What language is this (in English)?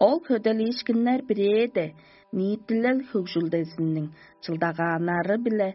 Tuvinian